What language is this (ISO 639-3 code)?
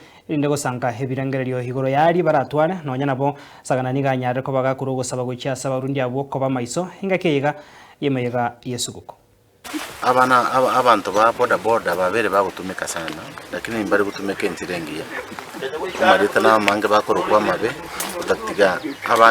guz